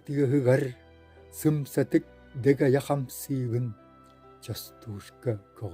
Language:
Yakut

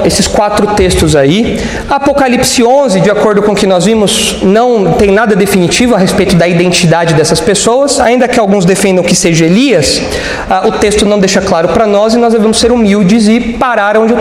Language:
Portuguese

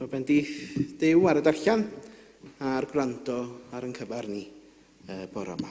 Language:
Welsh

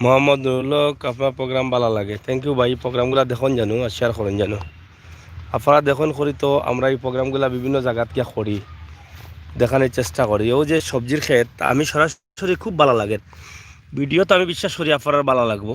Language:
Sylheti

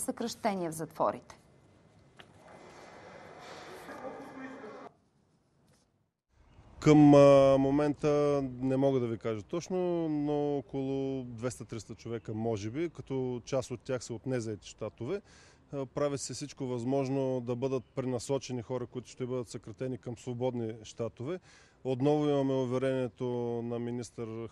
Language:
Bulgarian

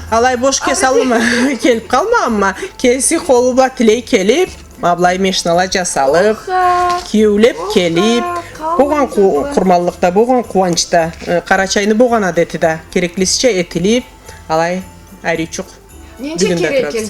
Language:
Karachay-Balkar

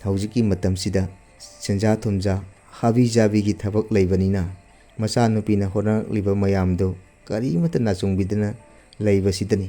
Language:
Manipuri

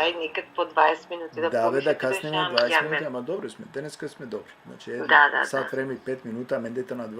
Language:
Balkan Romani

